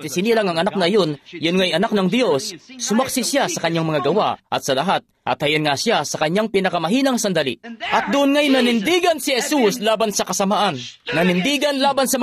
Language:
Filipino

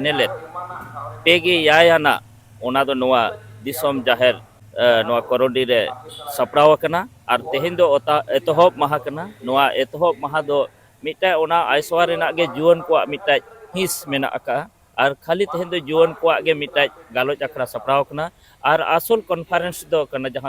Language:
Santali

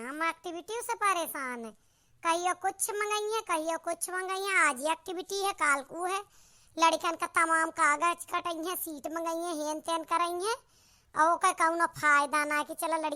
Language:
Awadhi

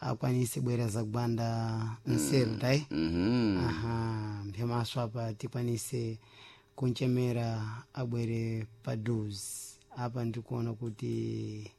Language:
Sena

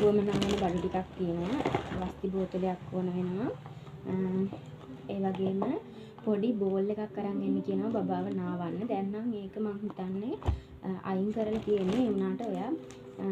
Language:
Sinhala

